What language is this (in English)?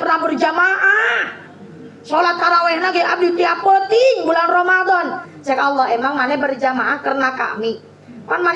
Sundanese